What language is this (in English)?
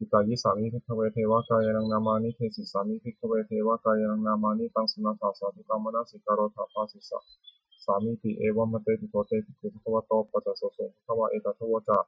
Pali